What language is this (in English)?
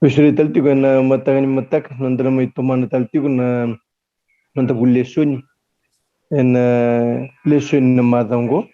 Fijian